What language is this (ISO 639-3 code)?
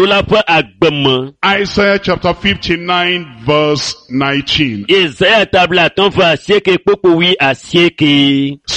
ewe